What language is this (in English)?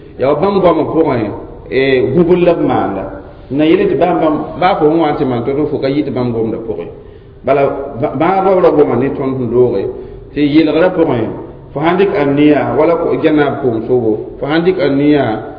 Mossi